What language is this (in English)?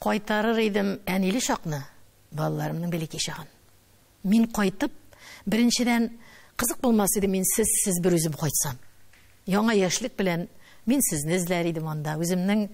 Tatar